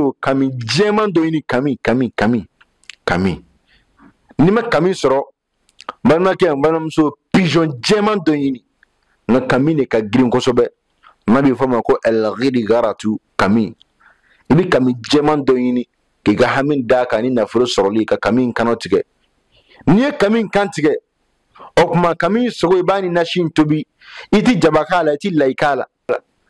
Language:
Bambara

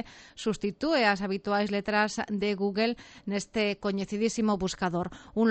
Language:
Galician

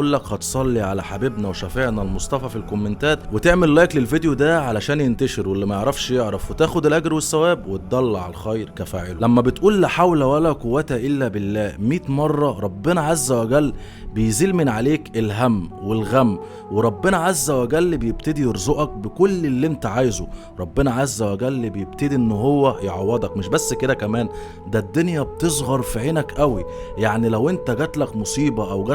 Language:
Egyptian Arabic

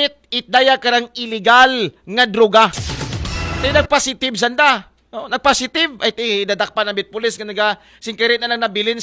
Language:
Aklanon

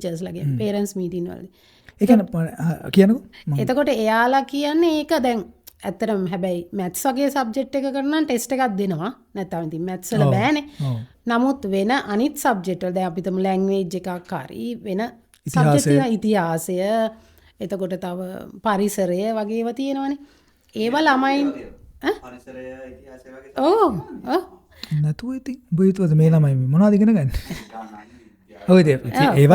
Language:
Sinhala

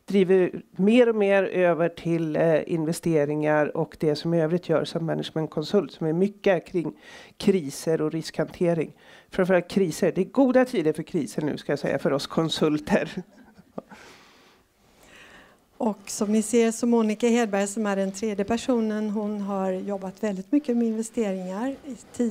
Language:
Swedish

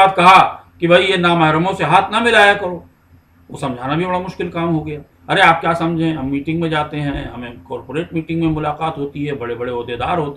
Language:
Urdu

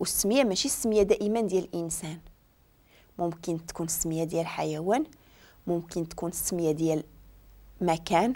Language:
Moroccan Arabic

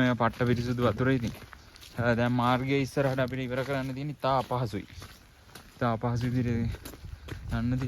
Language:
Sinhala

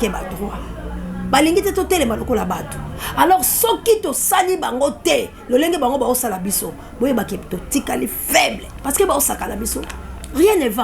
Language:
Lingala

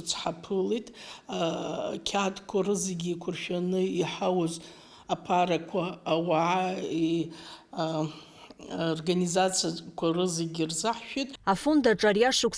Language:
Abkhazian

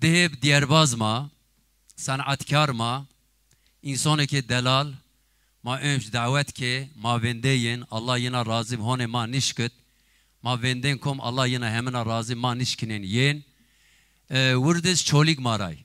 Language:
Zaza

